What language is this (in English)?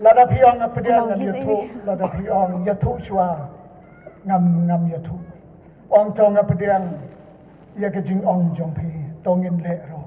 Khasi